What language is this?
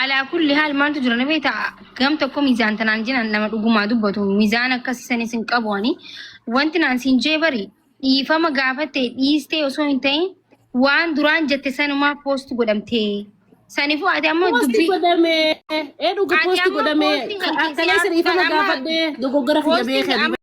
Oromo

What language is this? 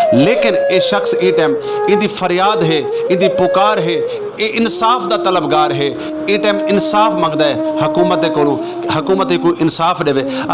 Saraiki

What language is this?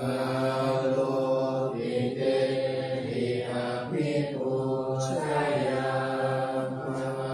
Pali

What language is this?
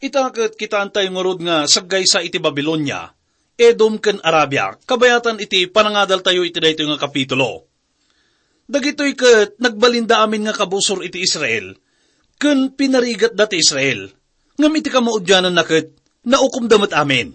Iloko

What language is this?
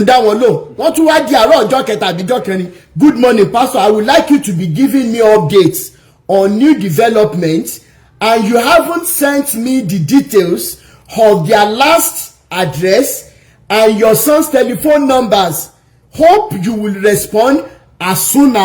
Yoruba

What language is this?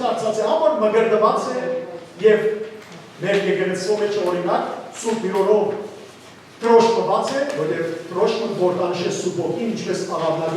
Western Armenian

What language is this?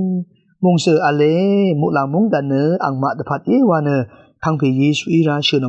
Rawang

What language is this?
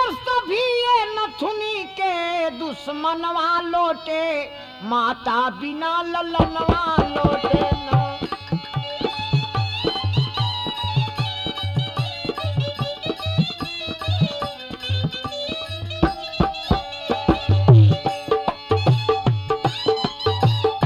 Bhojpuri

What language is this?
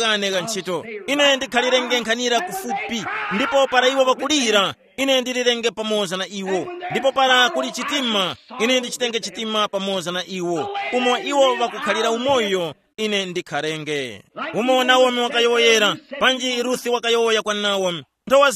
Tumbuka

